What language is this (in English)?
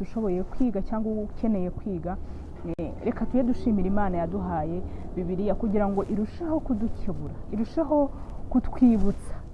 Kinyarwanda